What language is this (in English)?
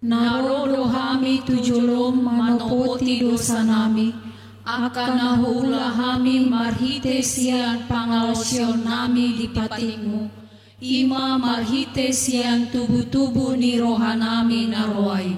Batak Toba